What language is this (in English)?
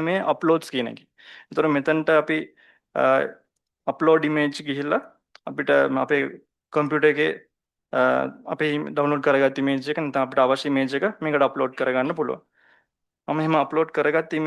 Sinhala